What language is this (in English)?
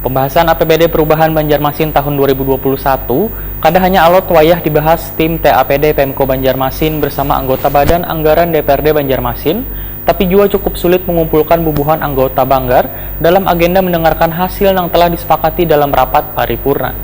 Banjar